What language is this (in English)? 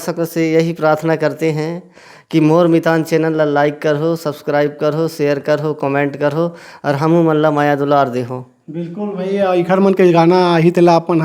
Chhattisgarhi